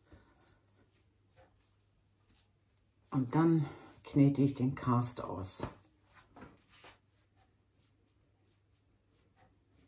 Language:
German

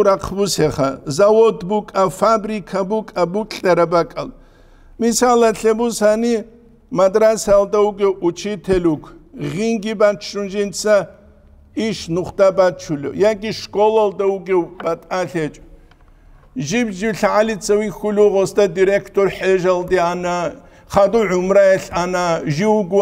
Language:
Avaric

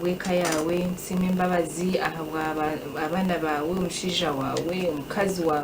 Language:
Nyankole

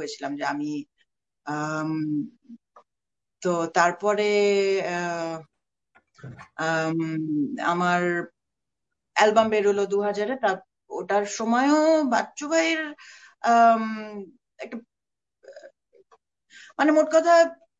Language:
Bangla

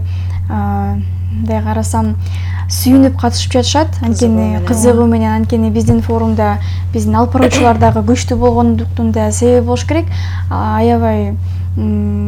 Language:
Kyrgyz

